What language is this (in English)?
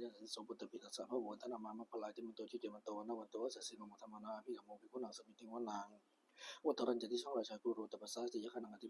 Pali